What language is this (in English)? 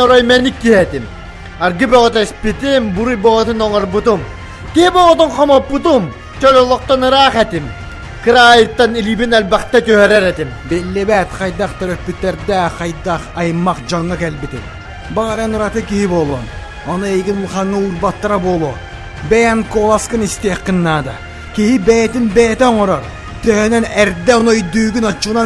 Yakut